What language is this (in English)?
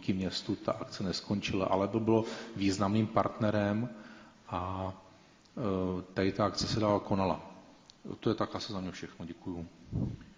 Czech